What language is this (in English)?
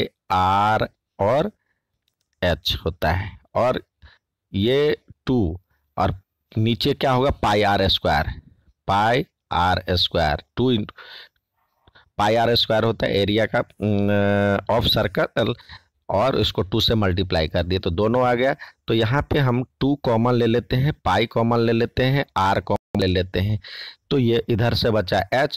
Hindi